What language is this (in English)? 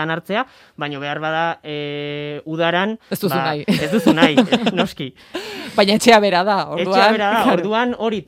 Basque